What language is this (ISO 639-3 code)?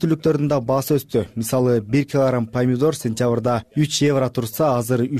kir